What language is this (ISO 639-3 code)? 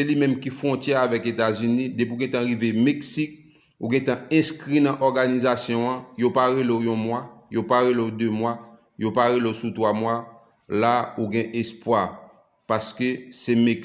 hat